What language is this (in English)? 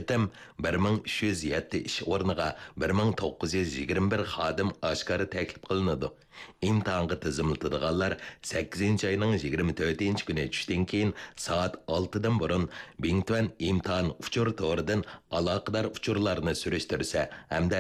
Uyghur